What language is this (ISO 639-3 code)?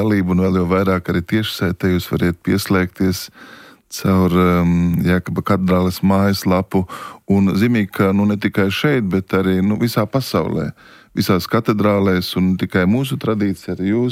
lav